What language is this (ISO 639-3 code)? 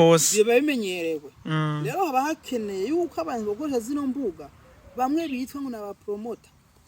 run